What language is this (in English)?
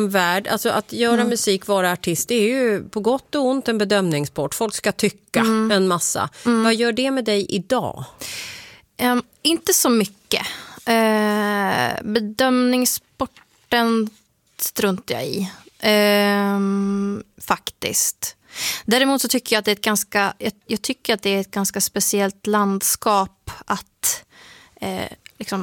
Swedish